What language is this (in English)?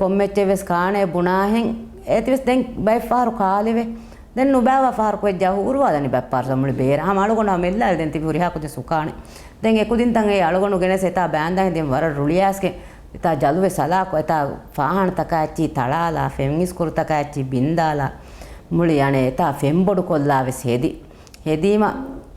Divehi